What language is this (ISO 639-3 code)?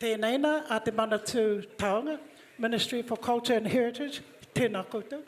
mri